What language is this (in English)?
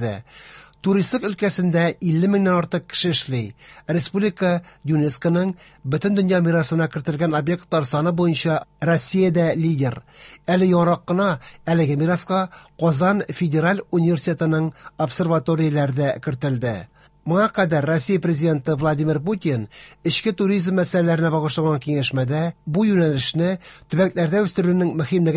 Tatar